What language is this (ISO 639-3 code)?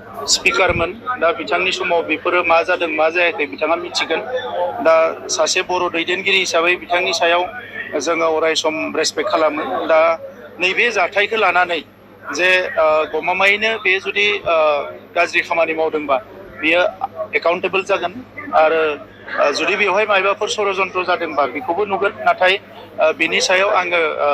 brx